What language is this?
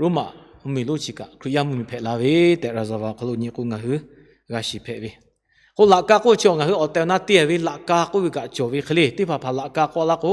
Lahu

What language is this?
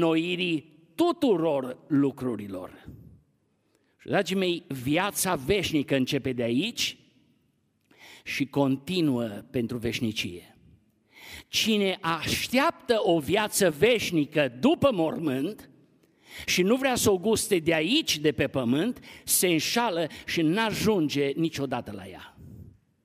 Romanian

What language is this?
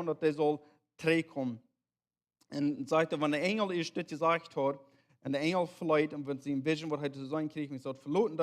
Plautdietsch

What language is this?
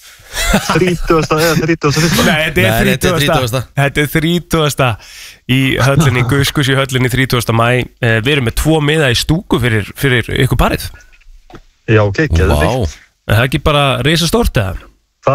Icelandic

